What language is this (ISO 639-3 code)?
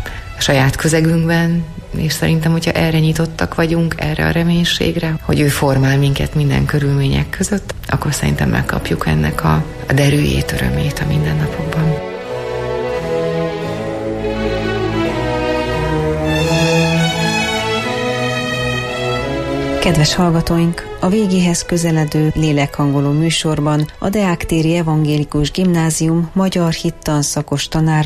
hun